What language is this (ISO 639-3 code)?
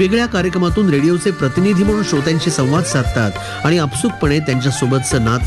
mar